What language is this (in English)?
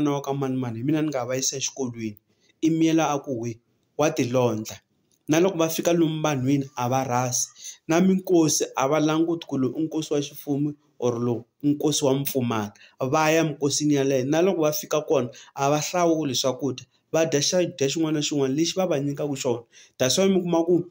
Tsonga